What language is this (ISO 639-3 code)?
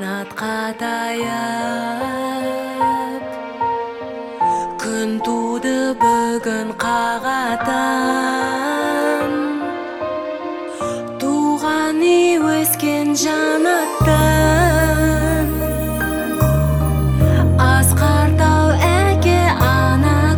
kaz